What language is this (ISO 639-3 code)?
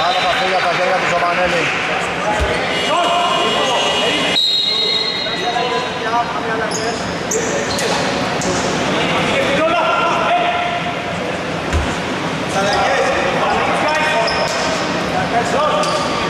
ell